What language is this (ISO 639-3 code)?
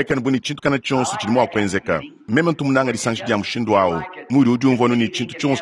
lua